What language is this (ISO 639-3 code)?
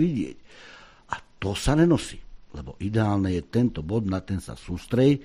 slk